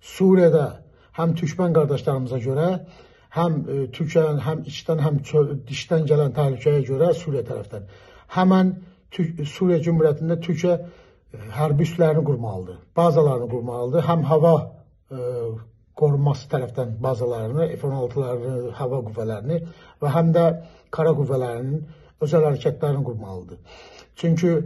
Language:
Azerbaijani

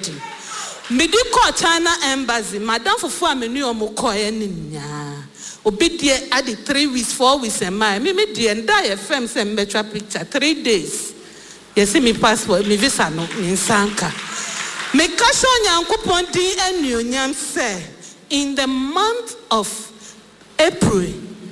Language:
Akan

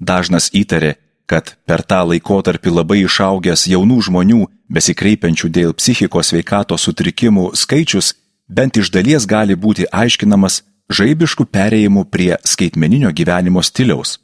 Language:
Lithuanian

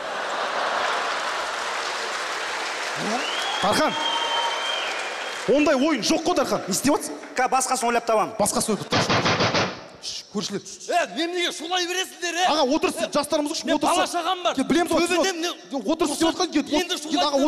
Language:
Kazakh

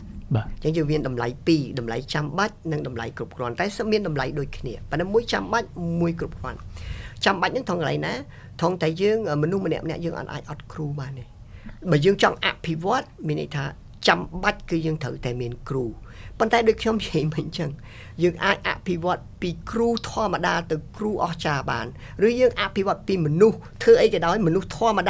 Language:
Khmer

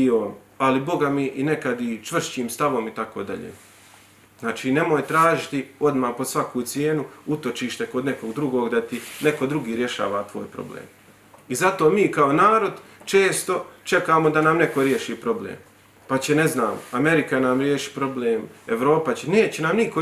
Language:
Bosnian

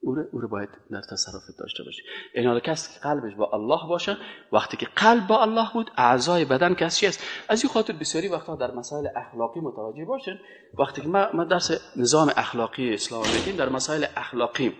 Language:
Persian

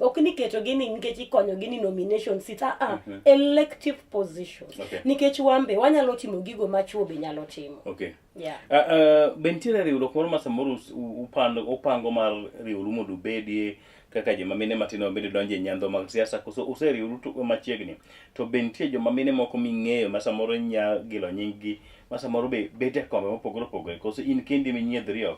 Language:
Luo (Kenya and Tanzania)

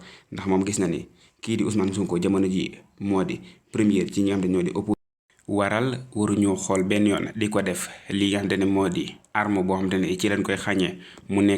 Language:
Wolof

